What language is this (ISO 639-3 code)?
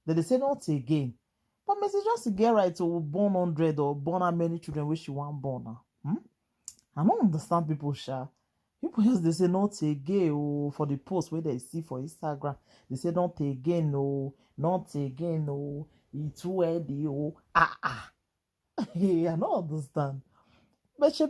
pcm